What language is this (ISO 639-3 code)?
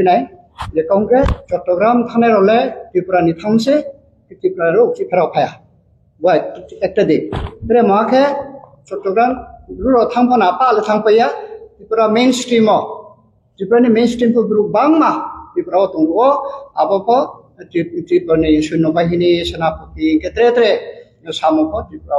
ria